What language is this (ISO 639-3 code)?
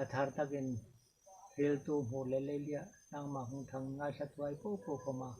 hmr